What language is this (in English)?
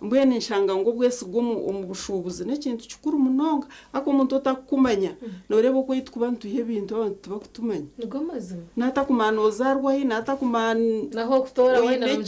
Nyankole